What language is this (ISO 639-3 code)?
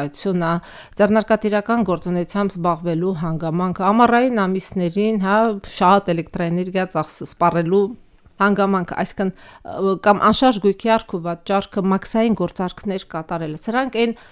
hye